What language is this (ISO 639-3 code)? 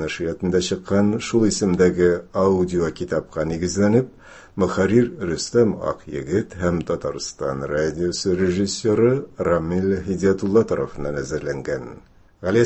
tat